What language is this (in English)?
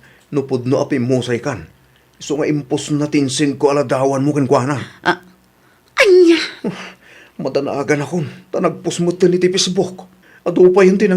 Iloko